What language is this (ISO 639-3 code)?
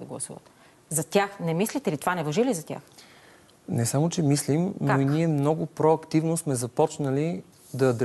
bul